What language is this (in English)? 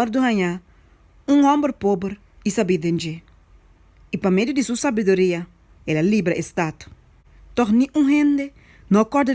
Papiamento